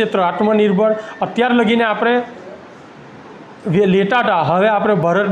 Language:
Gujarati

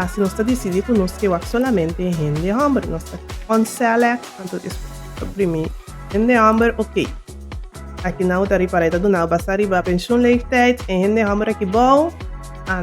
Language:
Papiamento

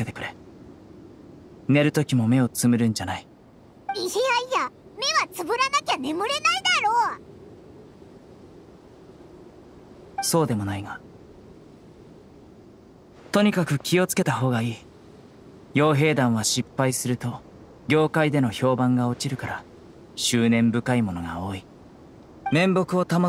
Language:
Japanese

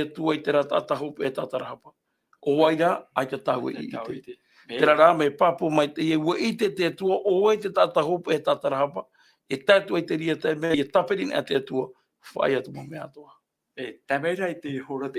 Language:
Tahitian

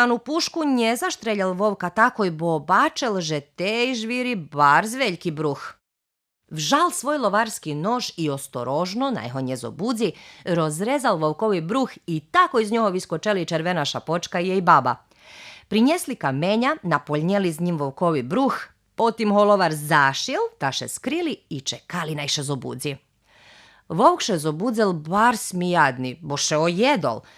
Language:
Rusyn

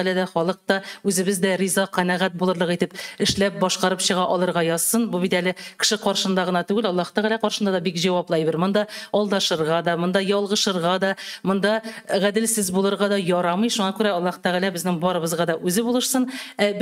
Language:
Tatar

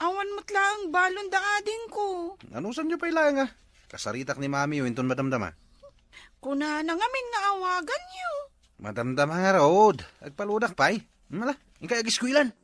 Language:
Iloko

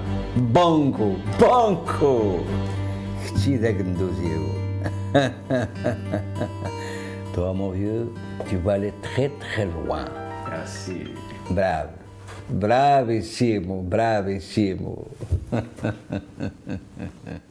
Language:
Kabyle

